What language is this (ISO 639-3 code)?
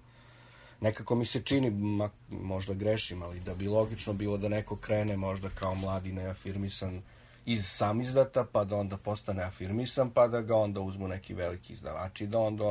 srp